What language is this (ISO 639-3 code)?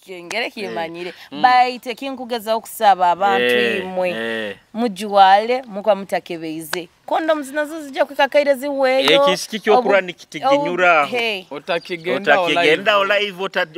nyo